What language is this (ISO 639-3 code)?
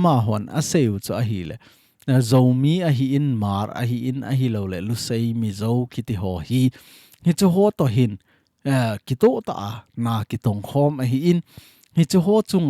tcz